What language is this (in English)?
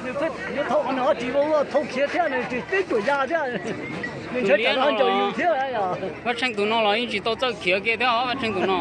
Hmong